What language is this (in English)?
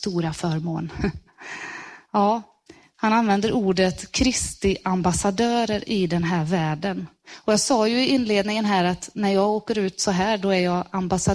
Swedish